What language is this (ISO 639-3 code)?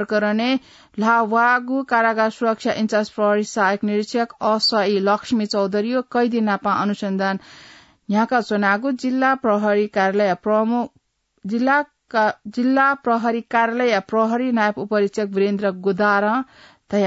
new